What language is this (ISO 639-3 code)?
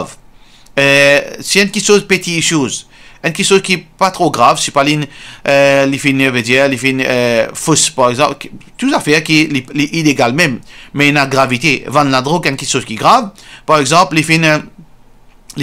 mfe